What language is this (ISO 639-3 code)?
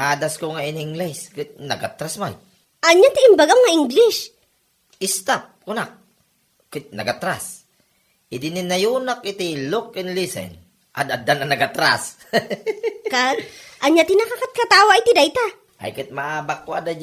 ilo